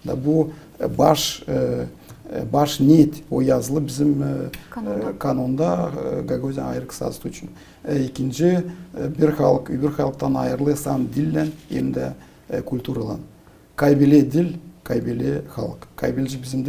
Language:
Gagauz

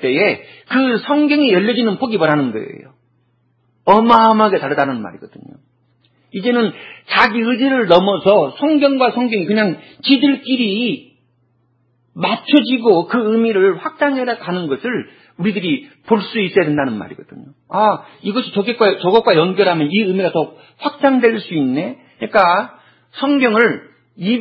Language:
Korean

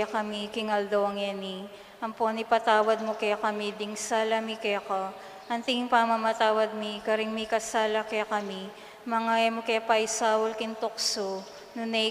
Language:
Pampanga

